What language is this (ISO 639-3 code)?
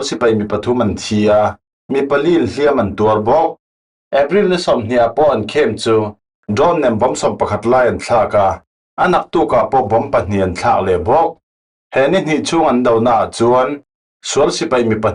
cfm